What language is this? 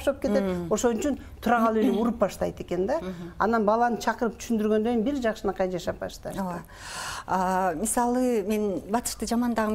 Kyrgyz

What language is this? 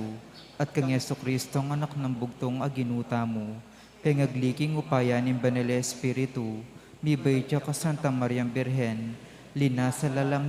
Pampanga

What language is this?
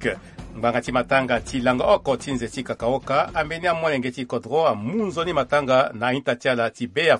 Sango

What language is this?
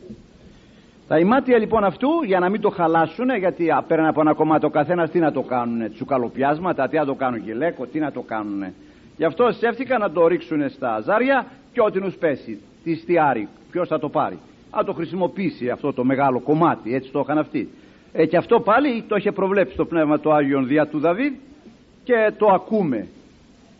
Greek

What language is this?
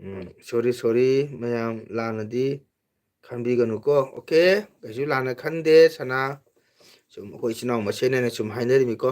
Manipuri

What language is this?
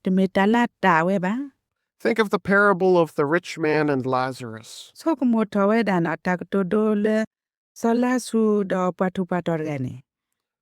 S'gaw Karen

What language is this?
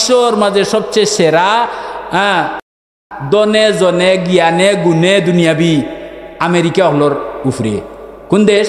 Sylheti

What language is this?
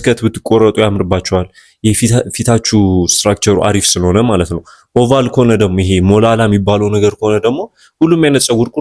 Amharic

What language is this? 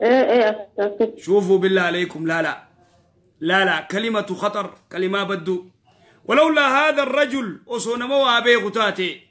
Oromo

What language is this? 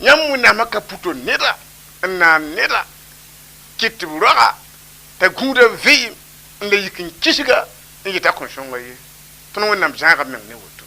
Mossi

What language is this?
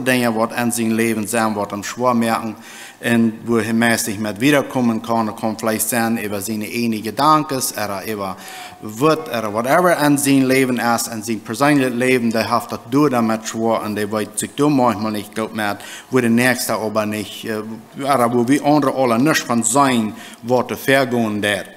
Plautdietsch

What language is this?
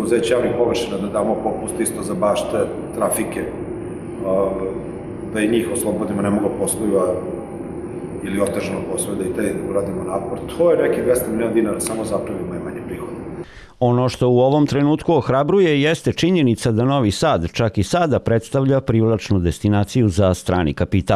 Serbian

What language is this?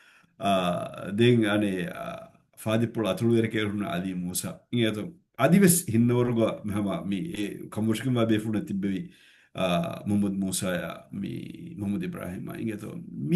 Divehi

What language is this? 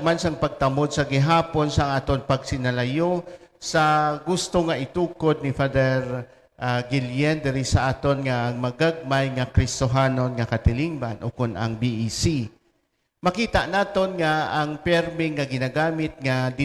Hiligaynon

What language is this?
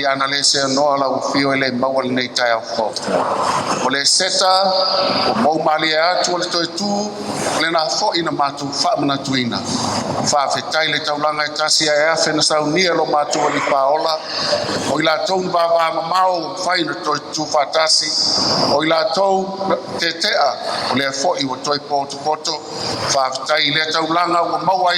Samoan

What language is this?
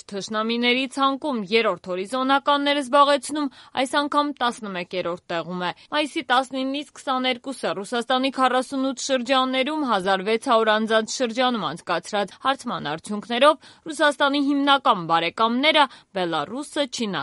Armenian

